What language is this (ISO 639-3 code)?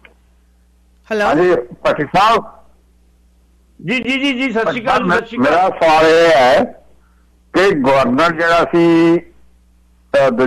pan